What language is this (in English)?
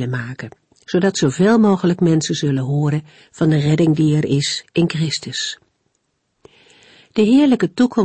Dutch